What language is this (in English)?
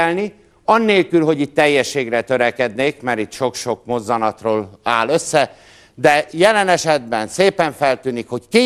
Hungarian